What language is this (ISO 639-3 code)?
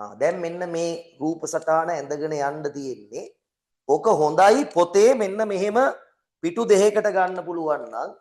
sin